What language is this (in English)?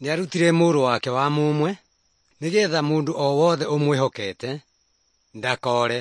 Kikuyu